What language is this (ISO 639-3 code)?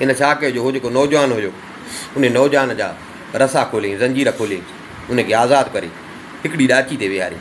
snd